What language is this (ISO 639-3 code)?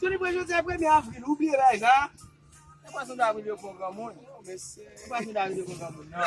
hat